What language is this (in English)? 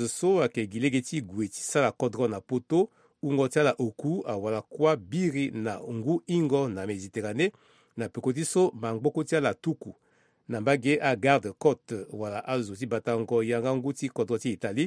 Sango